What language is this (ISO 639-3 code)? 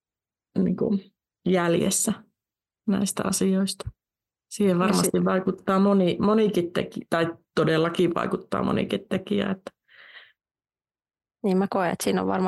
fin